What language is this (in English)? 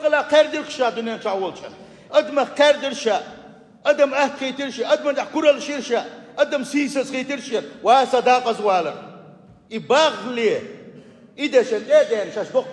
Chechen